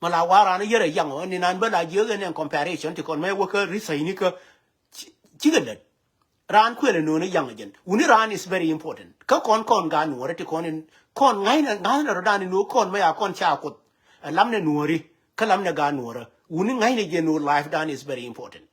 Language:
Nuer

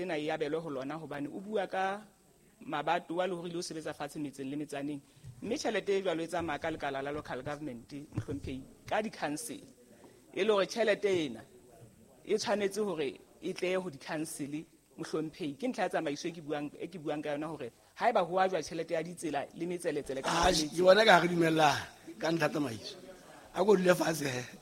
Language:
Southern Sotho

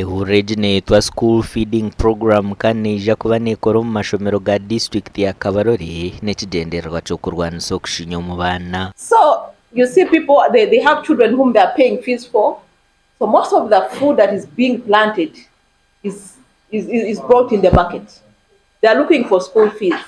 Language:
Nyankole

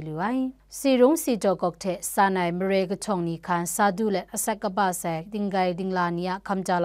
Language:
Kachin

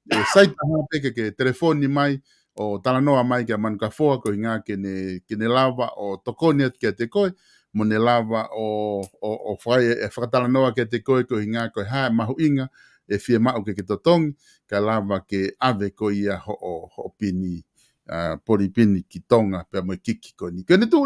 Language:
Tongan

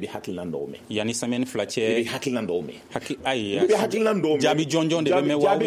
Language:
Bambara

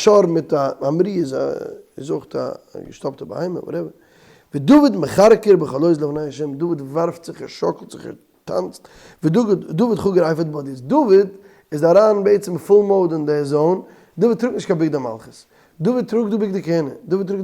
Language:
Yiddish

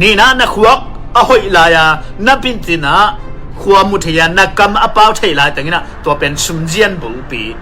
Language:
Tedim Chin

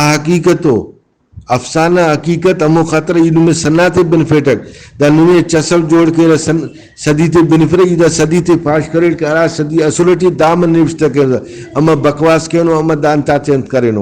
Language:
Brahui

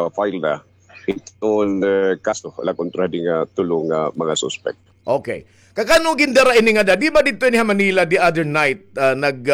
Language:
Waray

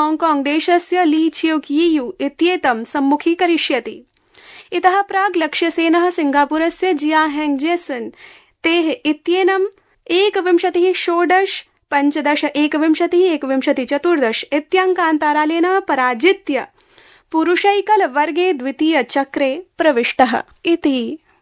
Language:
Sanskrit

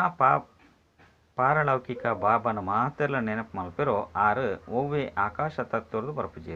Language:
Tulu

